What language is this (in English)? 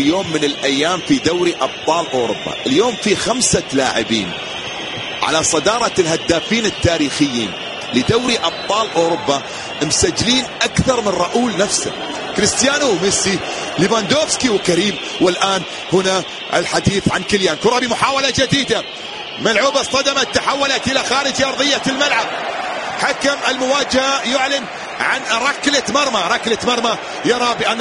Arabic